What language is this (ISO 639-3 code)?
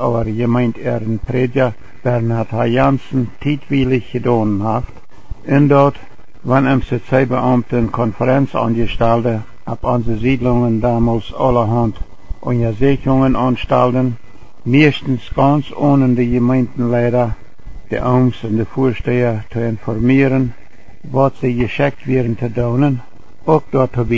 pdt